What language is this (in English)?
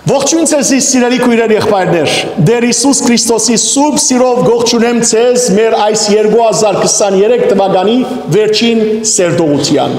Western Armenian